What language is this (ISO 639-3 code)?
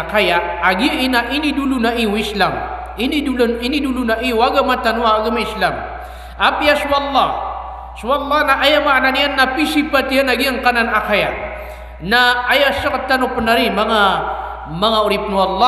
mrw